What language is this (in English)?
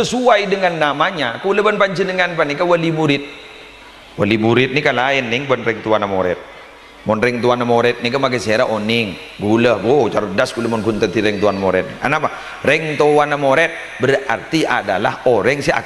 Madurese